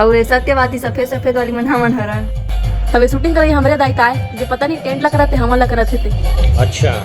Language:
Chhattisgarhi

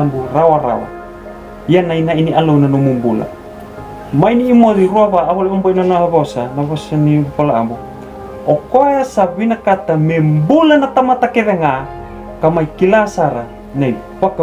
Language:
Fijian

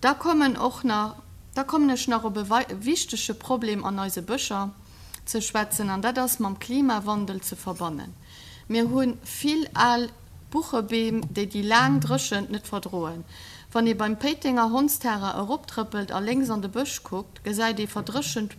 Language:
Luxembourgish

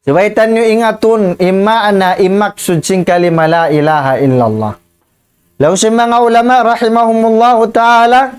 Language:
Tausug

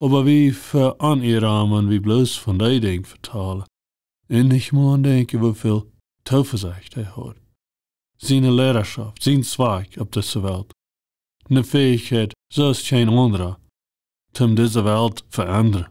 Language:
Plautdietsch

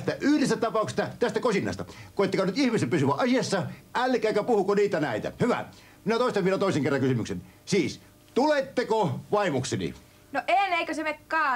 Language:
Finnish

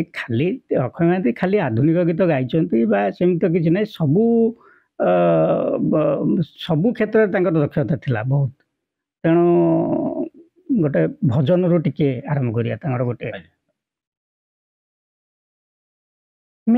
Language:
Odia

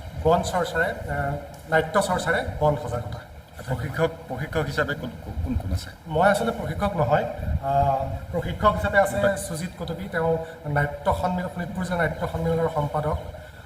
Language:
Assamese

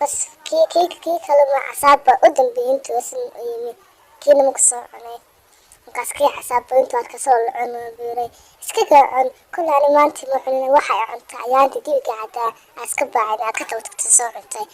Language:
Somali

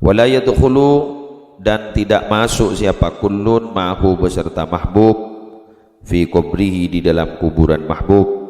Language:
Madurese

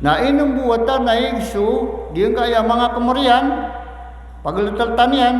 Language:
Maranao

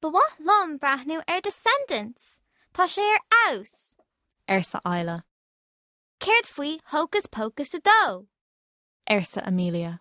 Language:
Irish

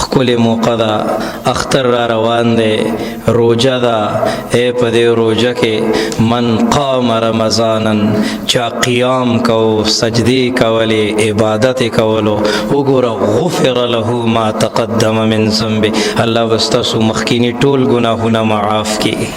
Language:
Pashto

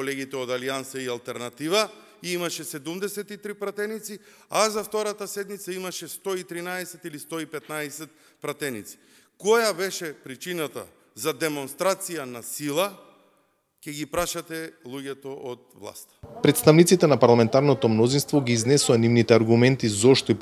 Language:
Macedonian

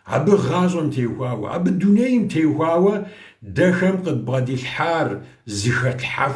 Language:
Kabardian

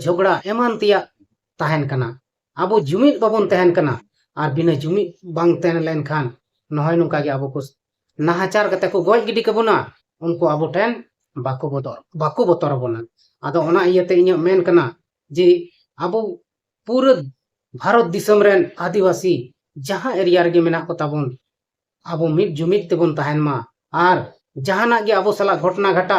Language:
Santali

